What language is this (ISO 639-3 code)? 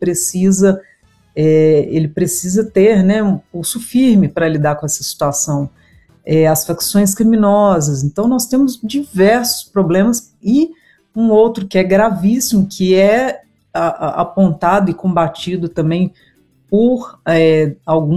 por